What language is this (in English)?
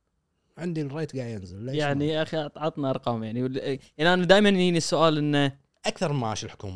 Gulf Arabic